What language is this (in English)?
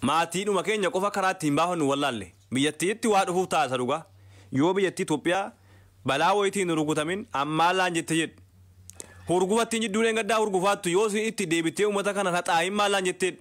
Oromo